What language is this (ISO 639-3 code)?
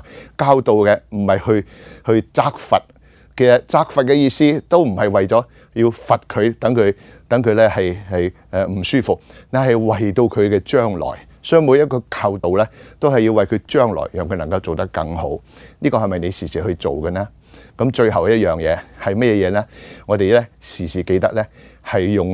yue